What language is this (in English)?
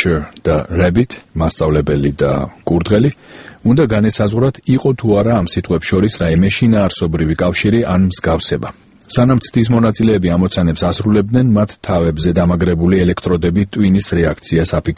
Georgian